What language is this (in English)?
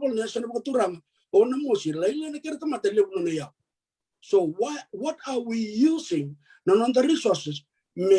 Fijian